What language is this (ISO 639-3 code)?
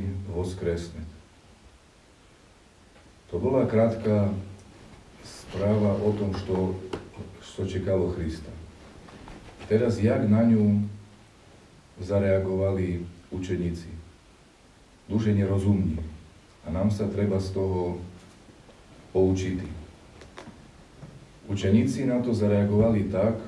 slk